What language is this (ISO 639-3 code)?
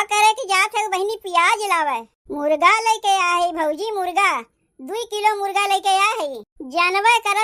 awa